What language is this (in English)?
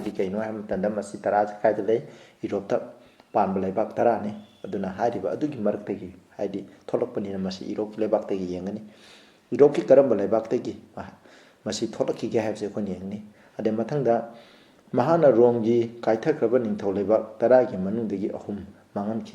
Manipuri